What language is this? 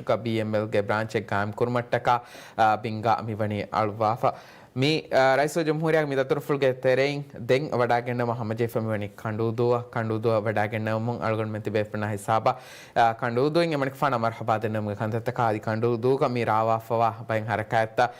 Divehi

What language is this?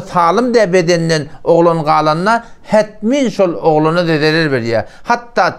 Turkmen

